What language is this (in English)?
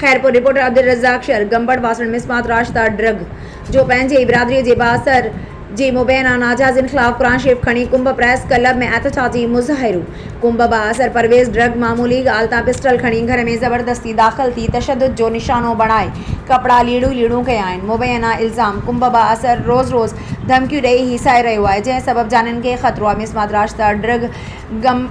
Sindhi